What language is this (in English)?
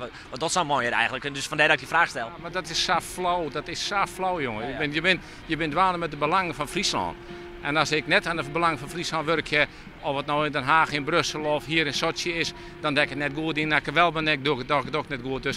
Western Frisian